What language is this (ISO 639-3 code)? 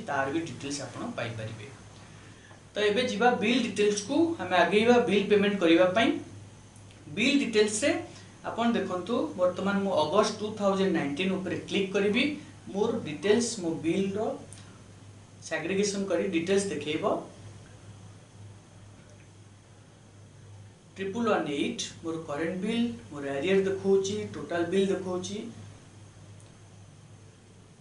ori